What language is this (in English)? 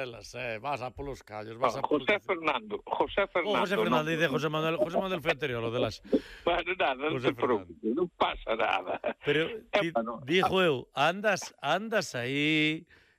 Galician